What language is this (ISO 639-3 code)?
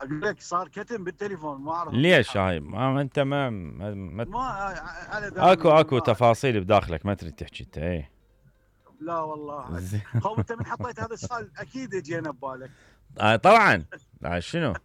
acm